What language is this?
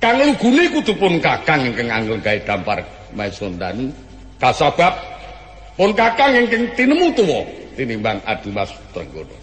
Javanese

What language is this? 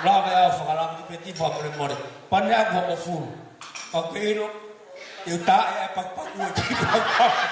Tongan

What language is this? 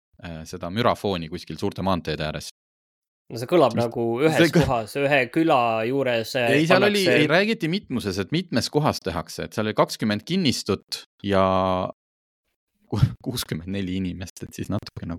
Estonian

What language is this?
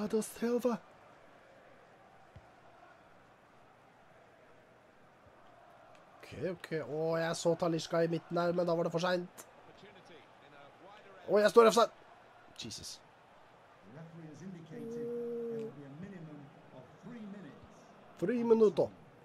Norwegian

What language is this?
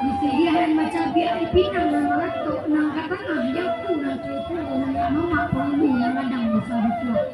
Minangkabau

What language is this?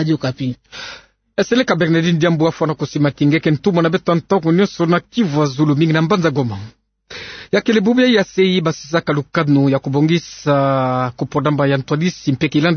Kituba (Democratic Republic of Congo)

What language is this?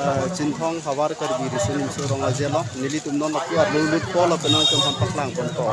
Karbi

